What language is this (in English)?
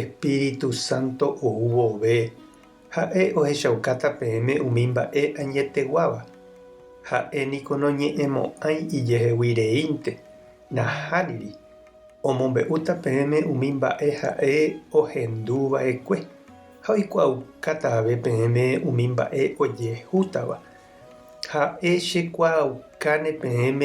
Guarani